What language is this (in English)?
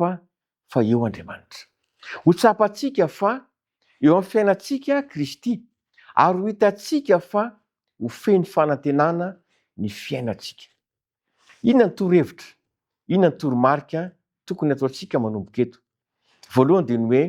Malagasy